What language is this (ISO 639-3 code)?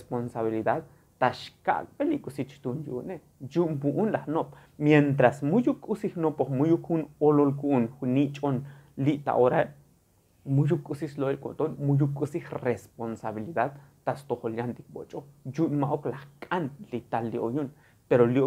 tzo